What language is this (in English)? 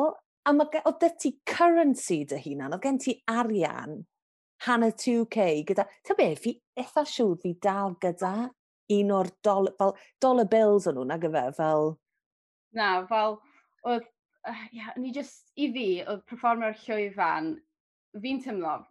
Welsh